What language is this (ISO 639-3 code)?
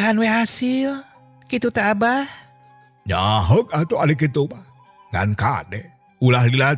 sun